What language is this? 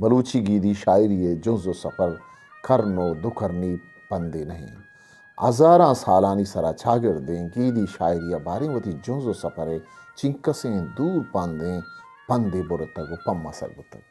Eastern Balochi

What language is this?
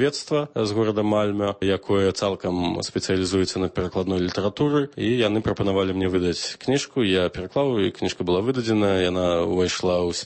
Belarusian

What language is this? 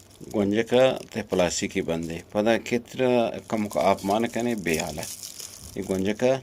Eastern Balochi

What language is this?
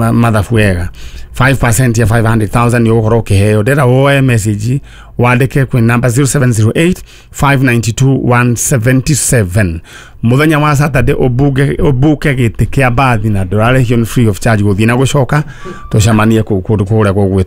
Kikuyu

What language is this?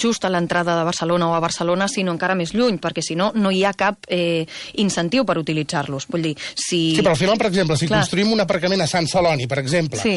Catalan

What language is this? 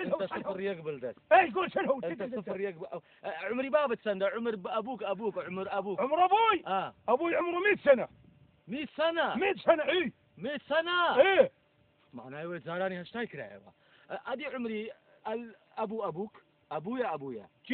Mesopotamian Arabic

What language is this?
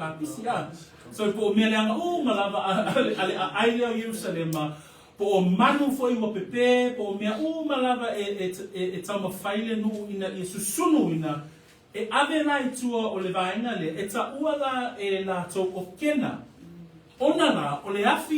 Samoan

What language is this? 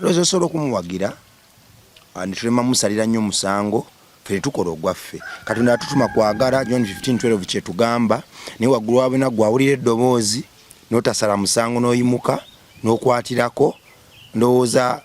Ganda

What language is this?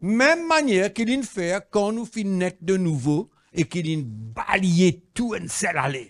Morisyen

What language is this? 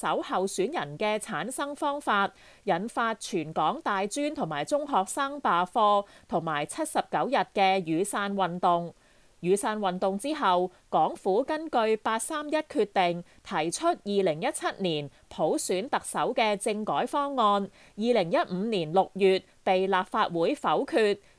Cantonese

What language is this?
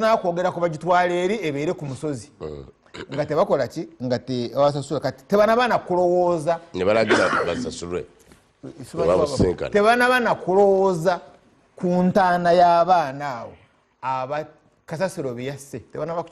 Ganda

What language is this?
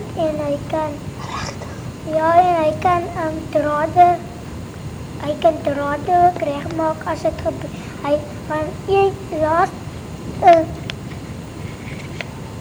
Afrikaans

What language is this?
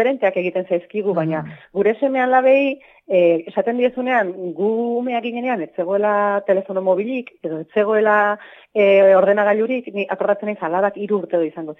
Basque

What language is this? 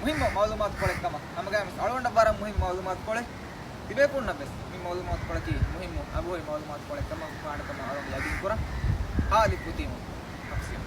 Divehi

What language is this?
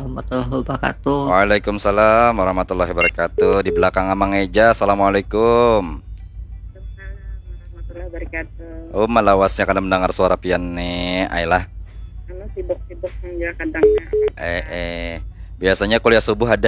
Banjar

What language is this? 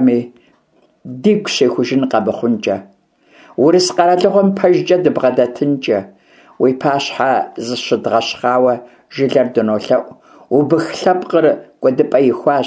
Kabardian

